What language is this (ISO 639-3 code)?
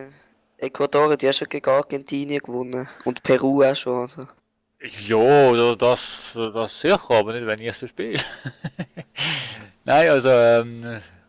gsw